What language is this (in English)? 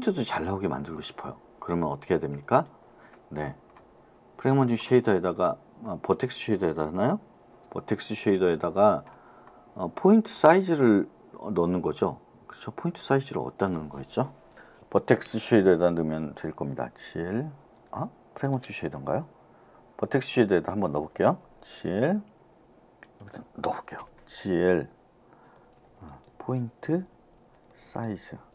Korean